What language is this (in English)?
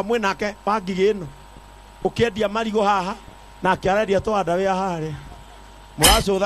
Kikuyu